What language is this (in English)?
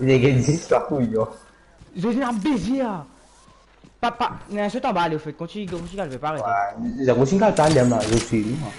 Morisyen